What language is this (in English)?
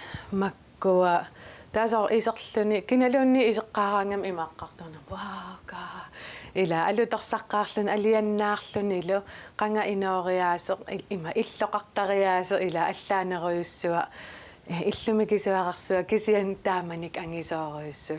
Kalaallisut